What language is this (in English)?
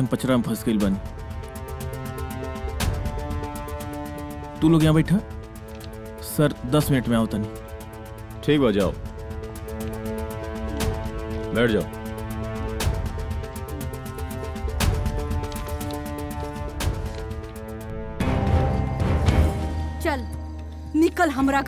Bhojpuri